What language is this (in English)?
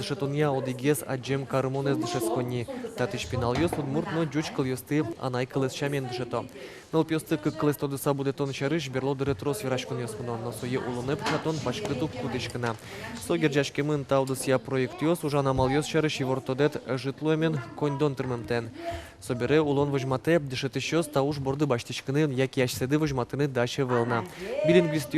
Udmurt